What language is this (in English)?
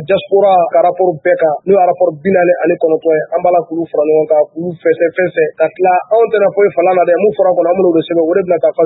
Bambara